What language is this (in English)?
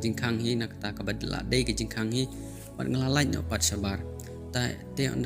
Khasi